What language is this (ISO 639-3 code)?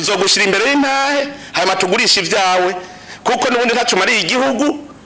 run